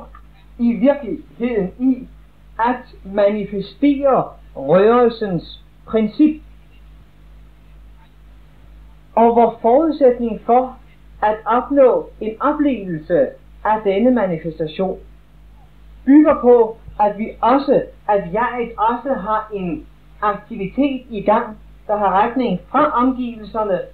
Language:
Danish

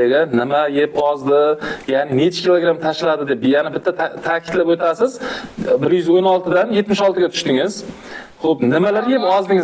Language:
Uzbek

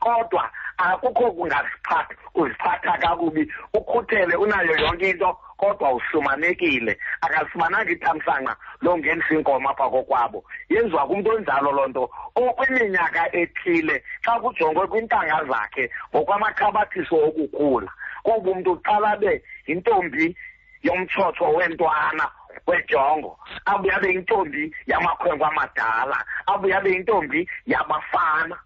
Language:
Xhosa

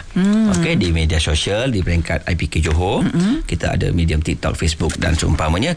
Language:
Malay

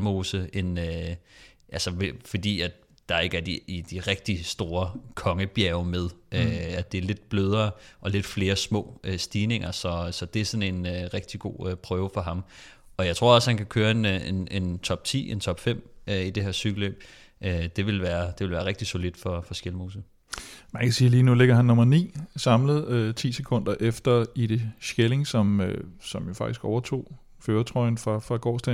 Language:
Danish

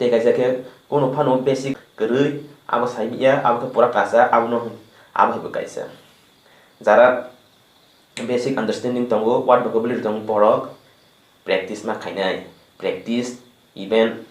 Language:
Kok Borok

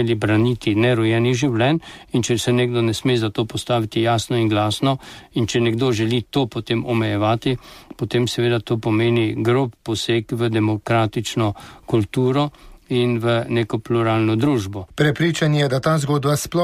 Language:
Slovenian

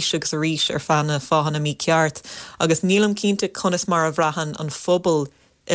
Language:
Irish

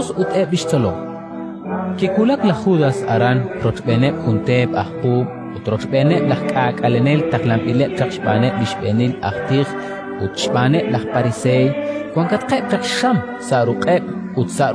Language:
Kekchí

